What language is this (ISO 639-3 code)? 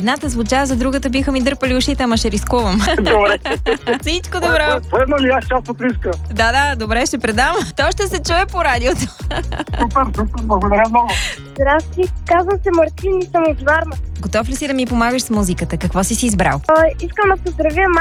bul